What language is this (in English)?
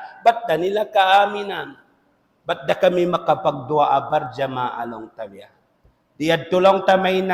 Tausug